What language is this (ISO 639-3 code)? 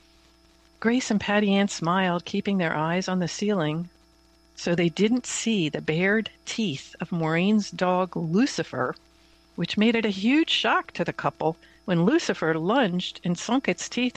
eng